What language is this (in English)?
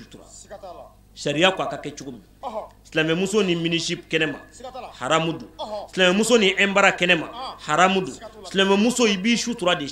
Bambara